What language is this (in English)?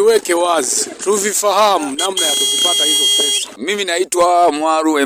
Swahili